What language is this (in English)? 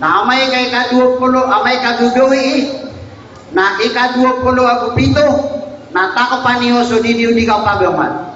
Maranao